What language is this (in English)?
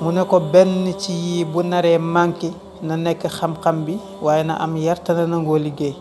Wolof